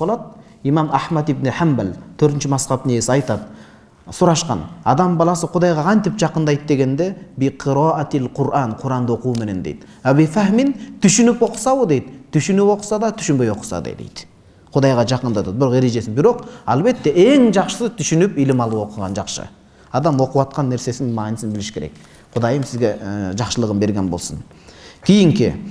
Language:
Kyrgyz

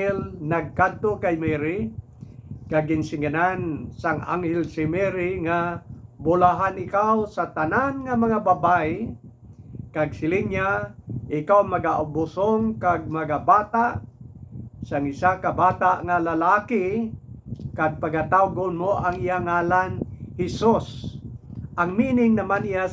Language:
Hiligaynon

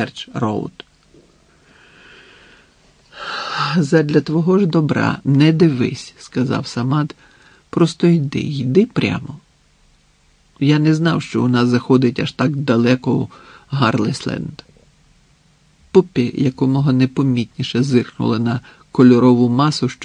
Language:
Ukrainian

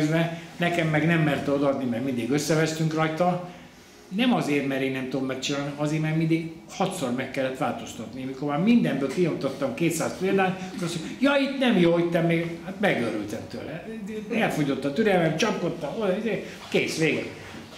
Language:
Hungarian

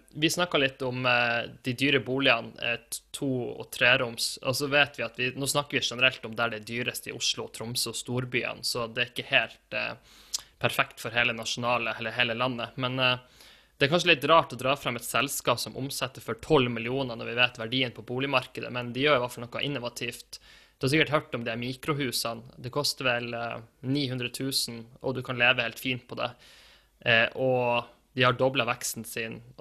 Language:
Norwegian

